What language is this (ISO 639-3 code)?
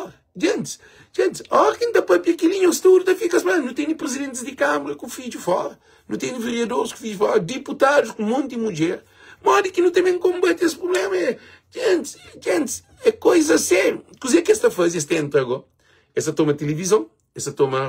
kea